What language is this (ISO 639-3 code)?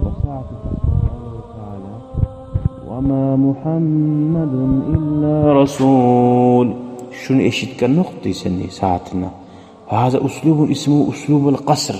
kum